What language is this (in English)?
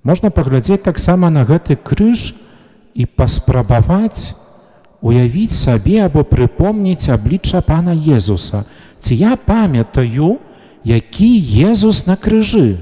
Belarusian